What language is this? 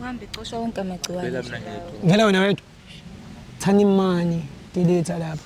Zulu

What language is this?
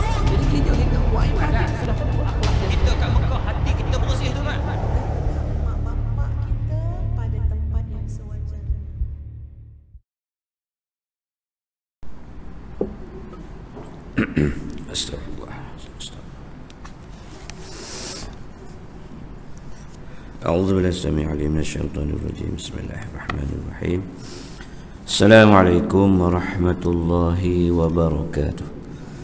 Malay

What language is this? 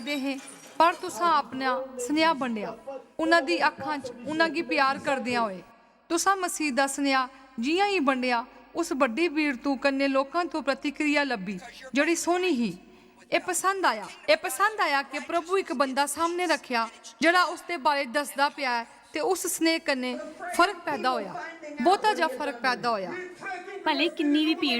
Dogri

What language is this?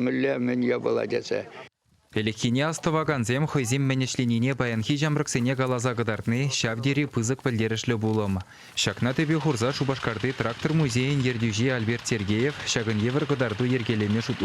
Chuvash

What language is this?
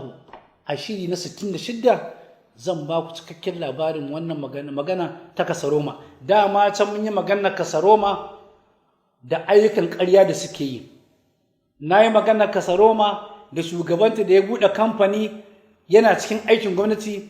Hausa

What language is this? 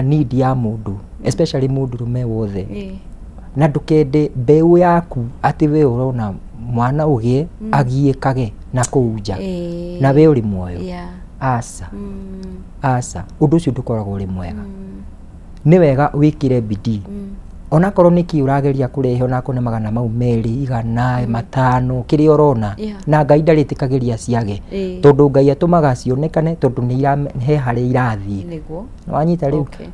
Kikuyu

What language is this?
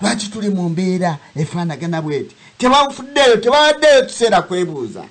Ganda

